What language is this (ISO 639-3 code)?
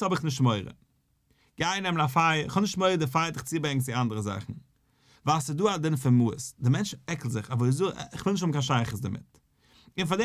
yid